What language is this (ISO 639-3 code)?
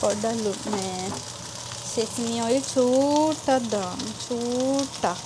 sin